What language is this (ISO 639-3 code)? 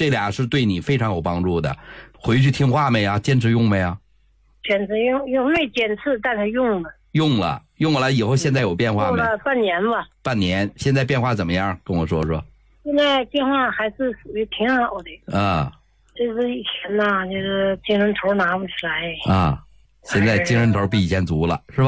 zho